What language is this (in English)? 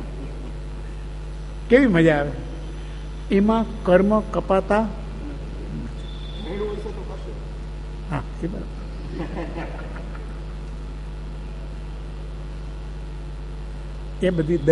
Gujarati